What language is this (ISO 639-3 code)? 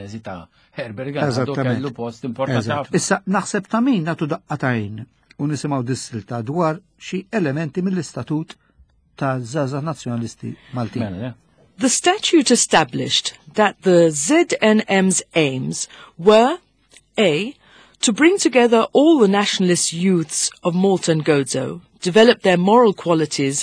mlt